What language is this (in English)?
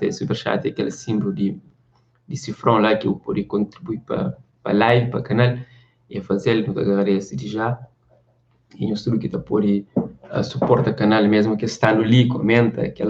Kabuverdianu